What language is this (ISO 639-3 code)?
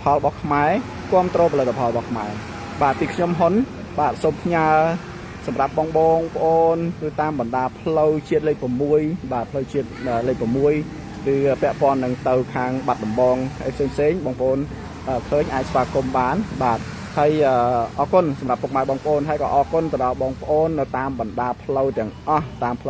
khm